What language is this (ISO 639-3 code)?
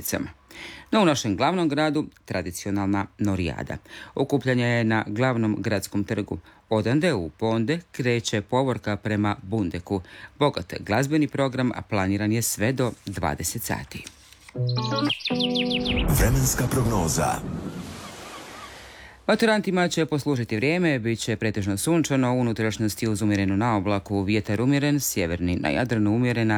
hrv